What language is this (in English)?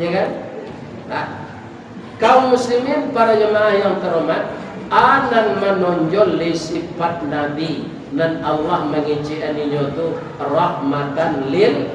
Minangkabau